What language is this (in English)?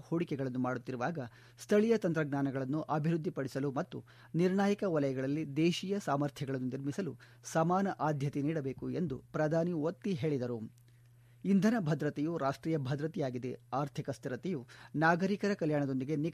Kannada